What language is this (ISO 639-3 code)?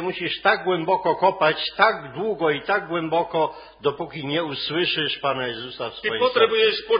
pol